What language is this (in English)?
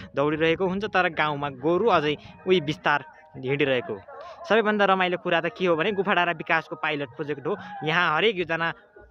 Nepali